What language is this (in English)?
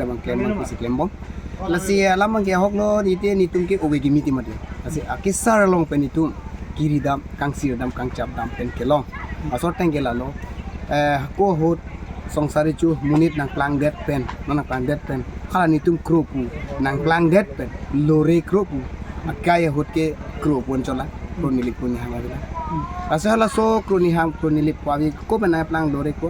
Karbi